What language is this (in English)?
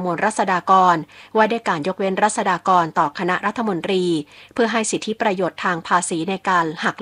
Thai